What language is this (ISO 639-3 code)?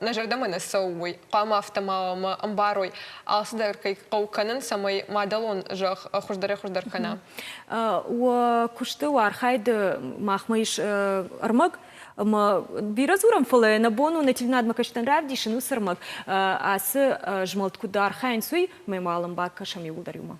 oss